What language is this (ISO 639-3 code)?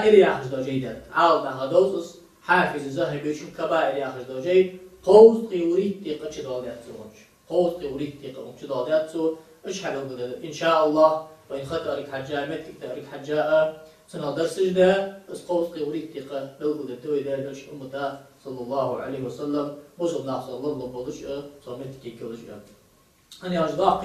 inh